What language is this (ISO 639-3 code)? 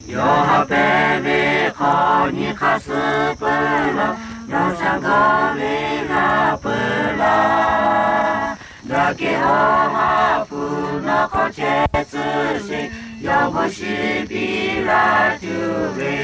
lhu